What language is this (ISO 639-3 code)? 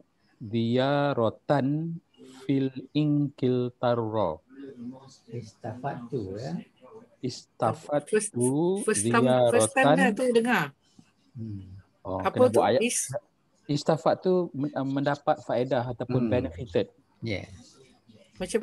msa